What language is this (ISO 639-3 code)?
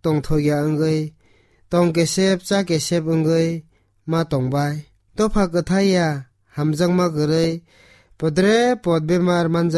trp